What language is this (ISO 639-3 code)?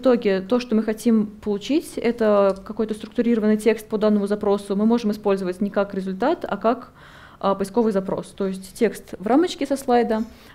rus